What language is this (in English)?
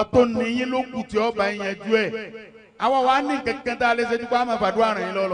Yoruba